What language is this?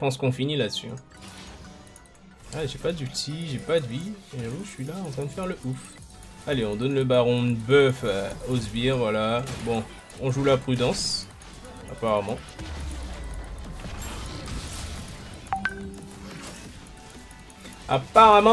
French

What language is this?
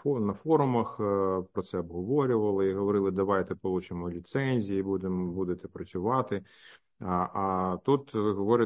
Ukrainian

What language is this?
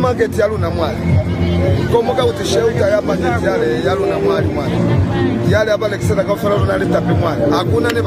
Lozi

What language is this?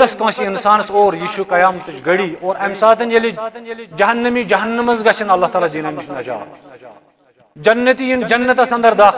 Kashmiri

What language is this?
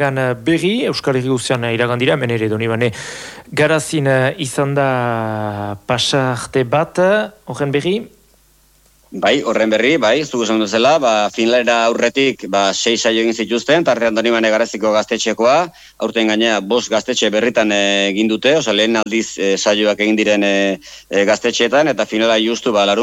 Basque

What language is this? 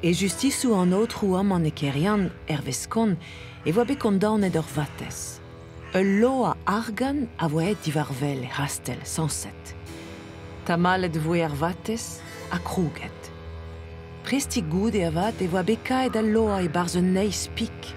Breton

